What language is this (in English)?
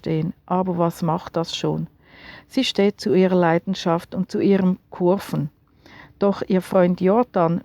Swiss German